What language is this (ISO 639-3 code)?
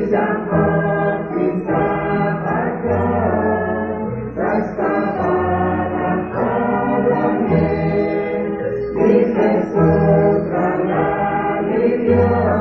kek